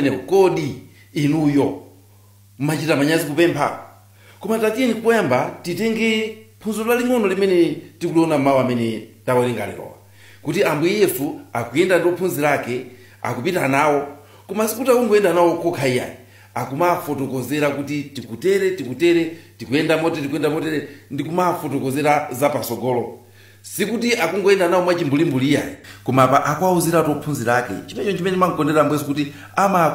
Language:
Nyanja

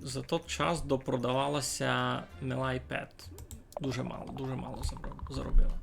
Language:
Rusyn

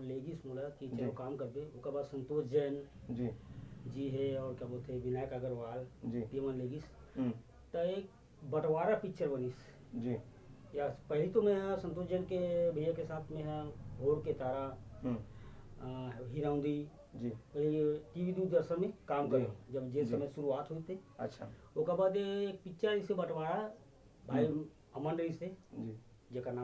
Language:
Chhattisgarhi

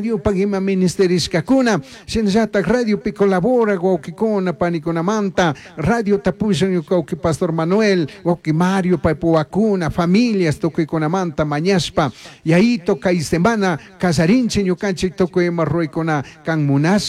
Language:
Chimborazo Highland Quichua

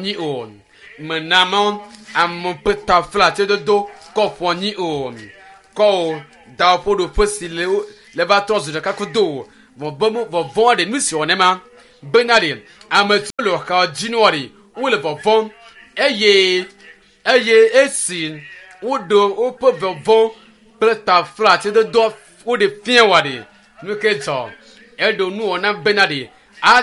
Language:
Ewe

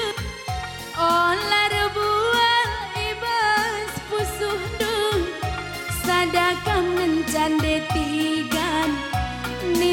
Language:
Batak Karo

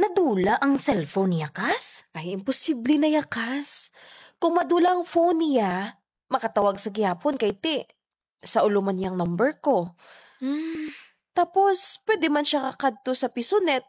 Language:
Hiligaynon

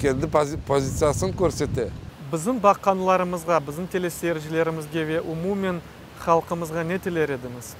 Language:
Crimean Tatar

